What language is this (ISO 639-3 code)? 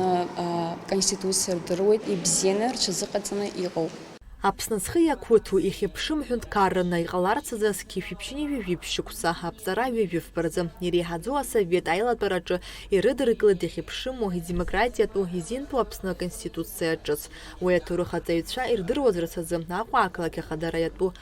abk